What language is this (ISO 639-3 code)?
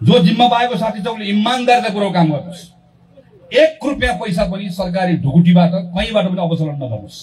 nep